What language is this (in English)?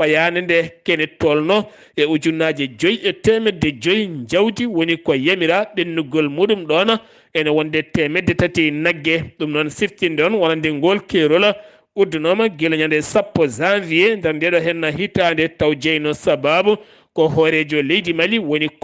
Fula